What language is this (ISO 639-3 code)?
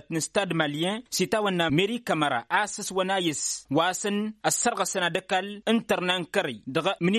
taq